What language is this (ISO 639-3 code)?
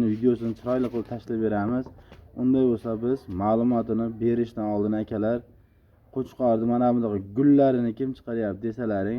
uzb